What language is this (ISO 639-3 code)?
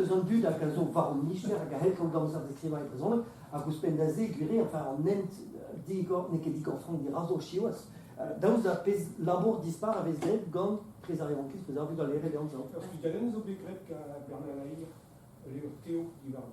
bre